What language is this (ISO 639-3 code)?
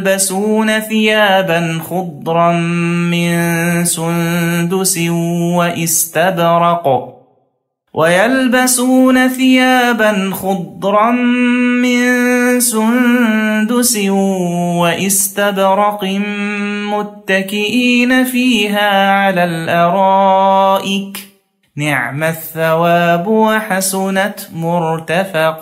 ara